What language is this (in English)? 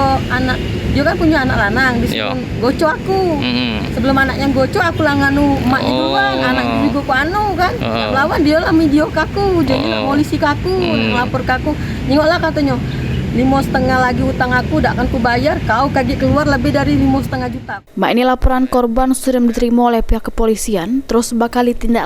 Musi